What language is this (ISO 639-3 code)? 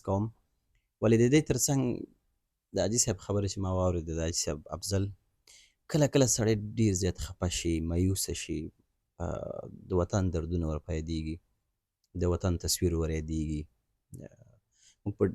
pus